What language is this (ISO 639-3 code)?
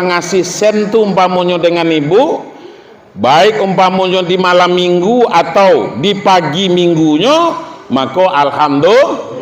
min